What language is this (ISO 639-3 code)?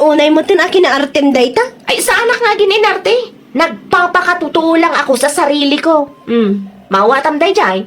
ilo